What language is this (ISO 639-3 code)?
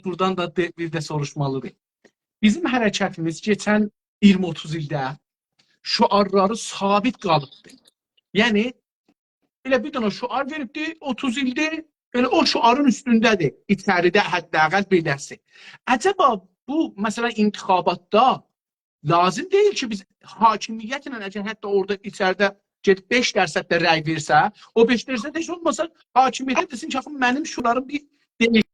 azb